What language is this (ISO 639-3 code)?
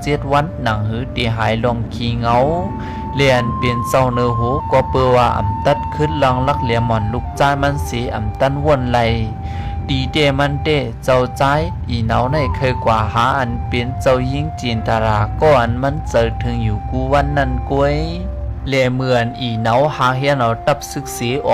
shn